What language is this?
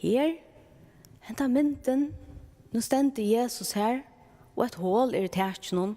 Faroese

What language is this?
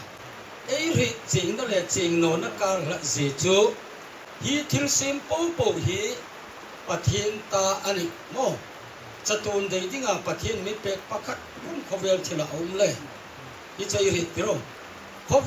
Hmar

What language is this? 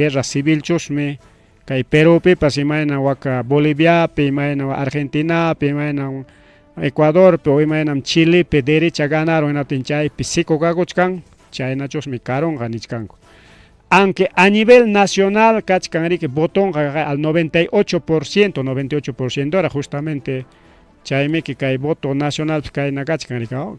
Ayacucho Quechua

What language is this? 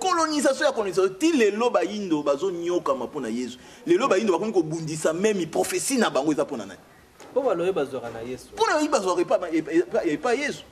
Lingala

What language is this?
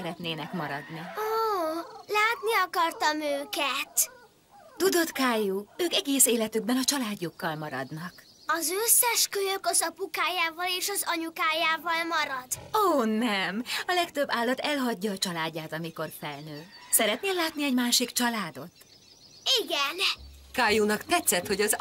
Hungarian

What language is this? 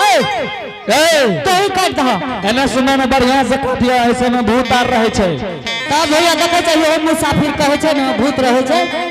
Angika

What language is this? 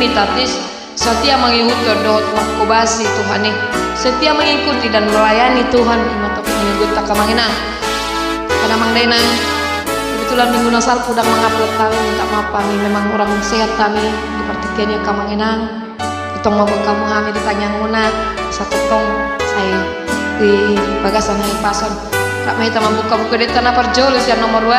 Batak Toba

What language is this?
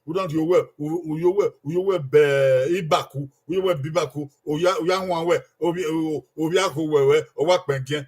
Bini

